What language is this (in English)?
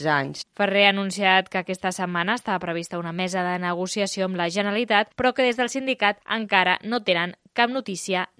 Catalan